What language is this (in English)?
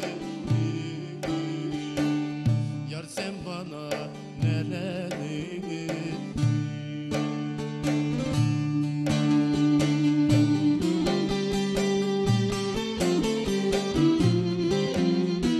Turkish